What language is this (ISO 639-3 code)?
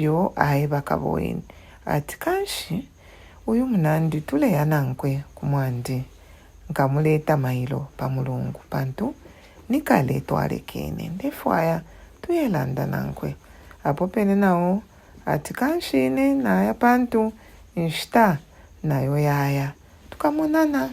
bem